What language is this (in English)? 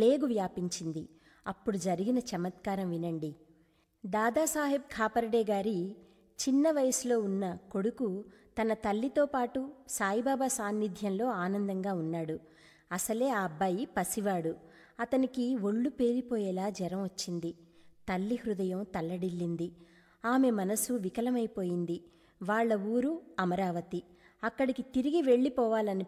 Telugu